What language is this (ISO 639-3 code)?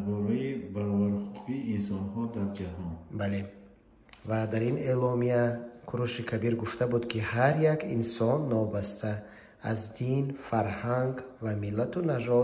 tgk